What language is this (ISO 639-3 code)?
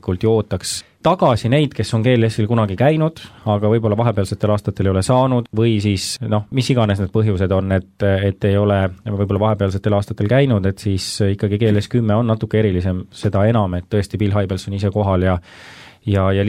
est